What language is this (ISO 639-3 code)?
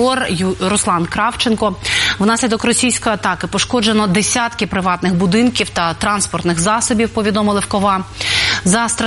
ukr